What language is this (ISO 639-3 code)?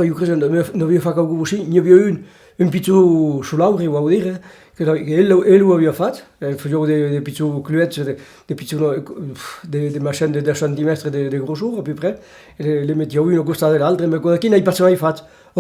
oci